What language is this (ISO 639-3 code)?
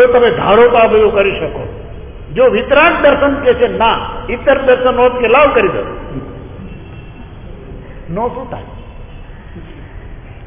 guj